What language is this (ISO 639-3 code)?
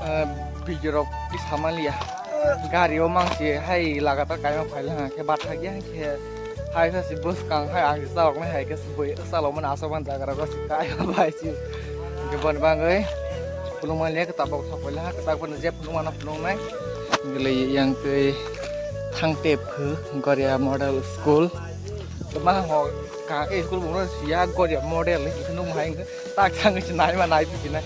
trp